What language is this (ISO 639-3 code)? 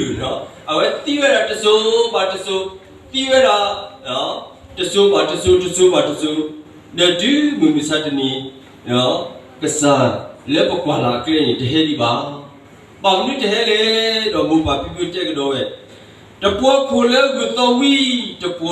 ksw